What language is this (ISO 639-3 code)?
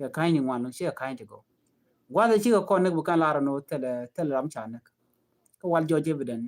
nus